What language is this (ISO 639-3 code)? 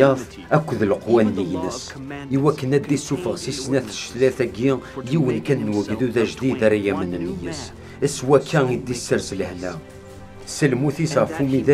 kab